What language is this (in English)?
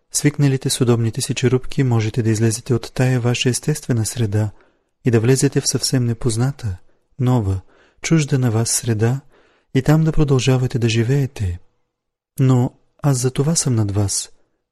Bulgarian